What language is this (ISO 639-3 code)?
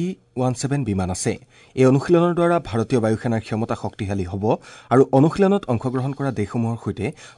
asm